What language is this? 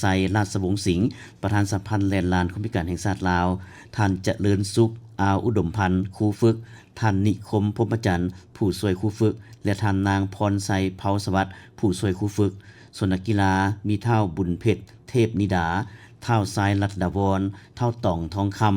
Lao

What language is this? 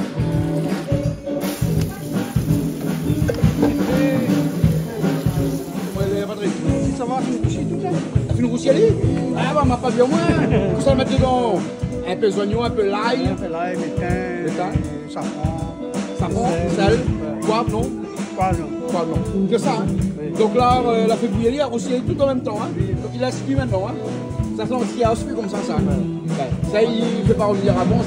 Réunion Creole French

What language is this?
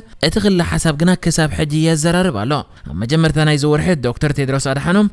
Tigrinya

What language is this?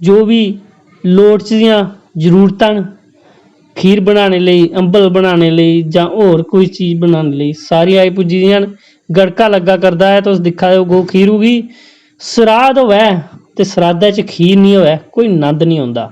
Dogri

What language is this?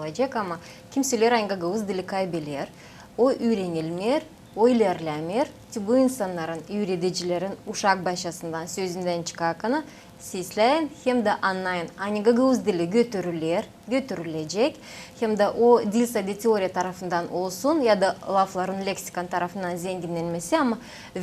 Gagauz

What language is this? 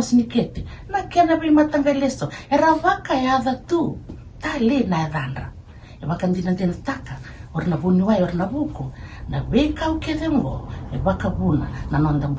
Fijian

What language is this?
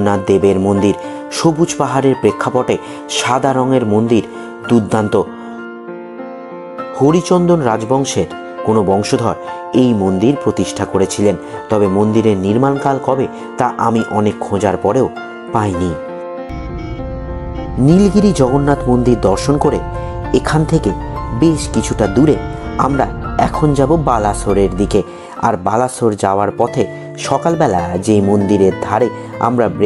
Bangla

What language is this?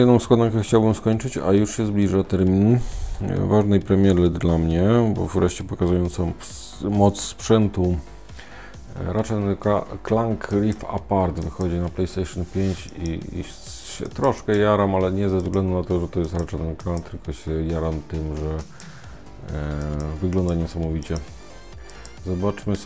Polish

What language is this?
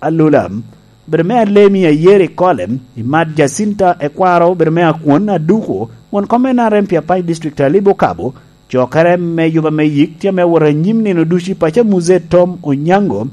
Lango (Uganda)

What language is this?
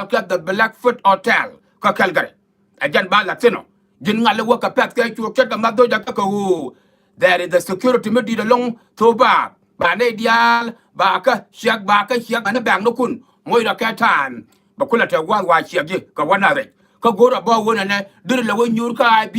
Nuer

